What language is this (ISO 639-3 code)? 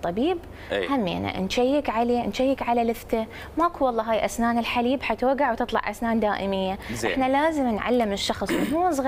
acm